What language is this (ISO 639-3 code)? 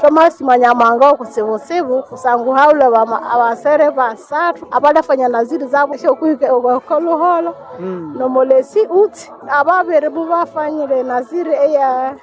nnb